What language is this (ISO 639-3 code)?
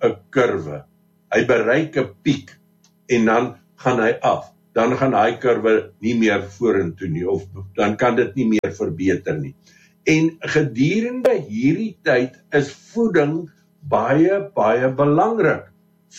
afr